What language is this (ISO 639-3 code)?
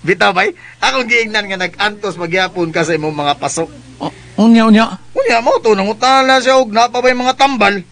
ceb